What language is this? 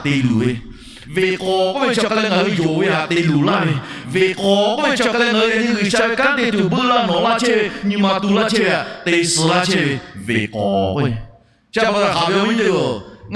Lahu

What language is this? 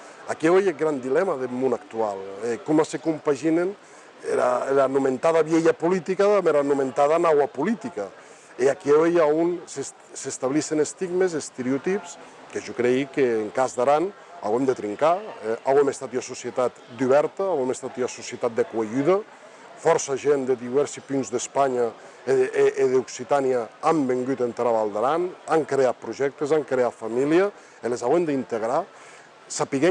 Occitan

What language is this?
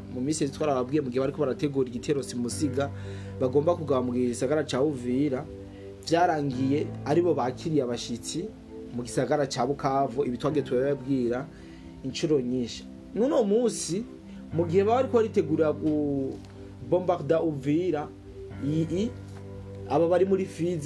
Rundi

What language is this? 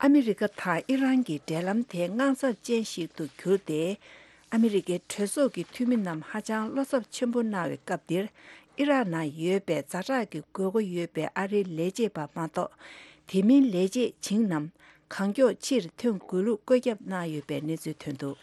Tibetan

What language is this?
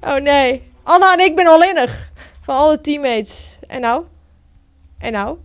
Western Frisian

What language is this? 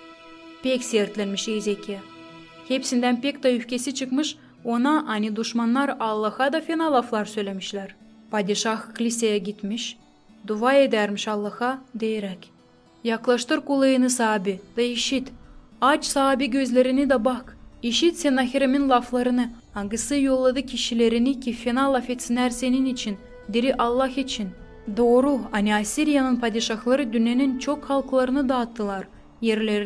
Gagauz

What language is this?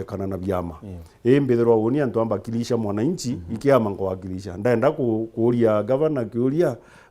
Meru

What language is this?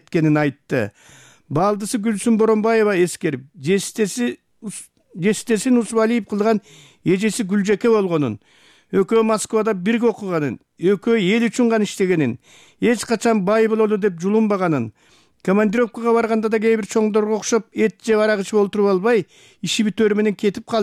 Kyrgyz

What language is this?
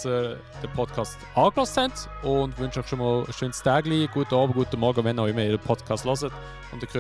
Swiss German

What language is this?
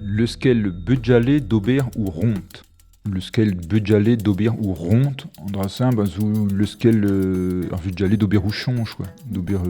Breton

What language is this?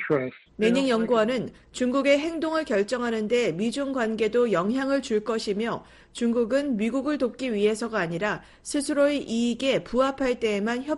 Korean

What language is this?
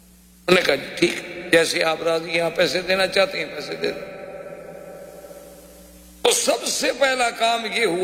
Urdu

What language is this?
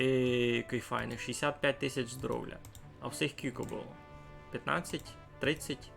Rusyn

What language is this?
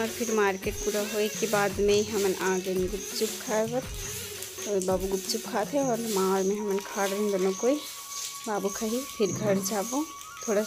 Chhattisgarhi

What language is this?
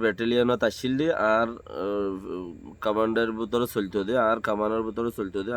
Rohingya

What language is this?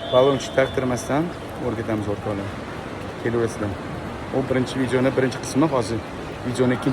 Uzbek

